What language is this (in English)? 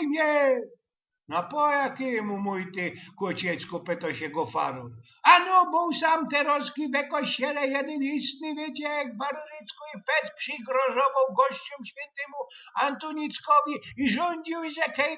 Silesian